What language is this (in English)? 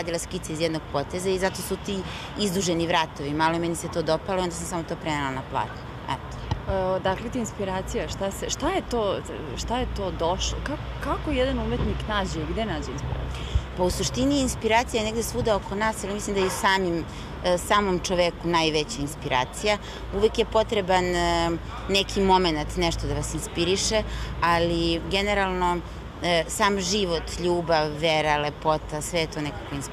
Serbian